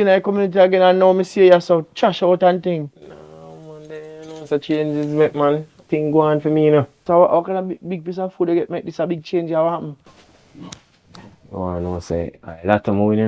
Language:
Jamaican Creole English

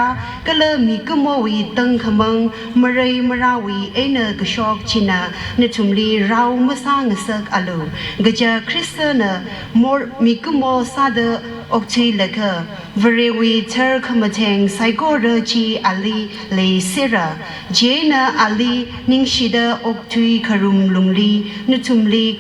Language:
Tangkhul Naga (India)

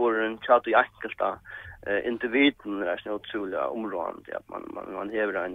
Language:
Faroese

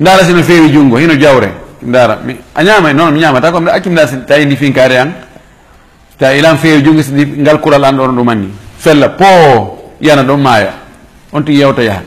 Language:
Fula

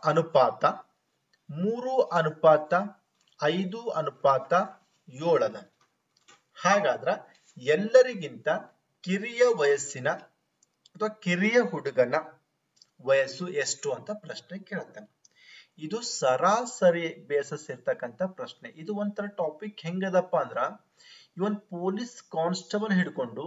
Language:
Kannada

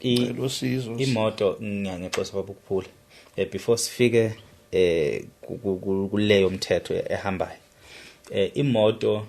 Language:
Zulu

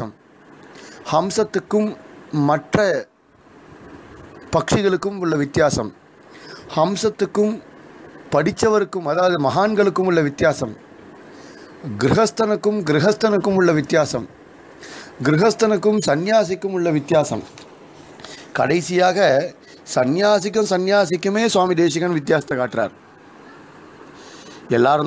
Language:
Tamil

